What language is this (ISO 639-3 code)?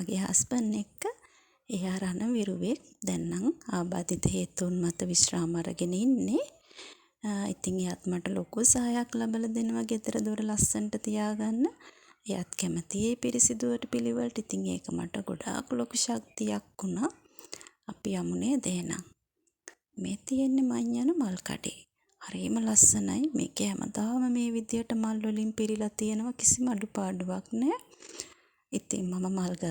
sin